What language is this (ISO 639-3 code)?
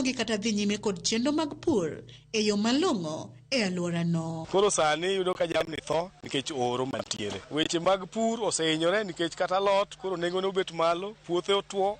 luo